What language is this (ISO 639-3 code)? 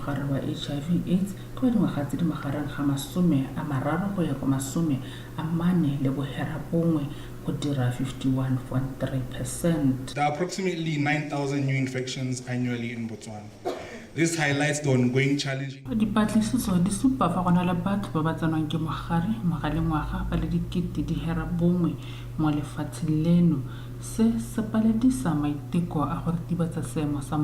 tsn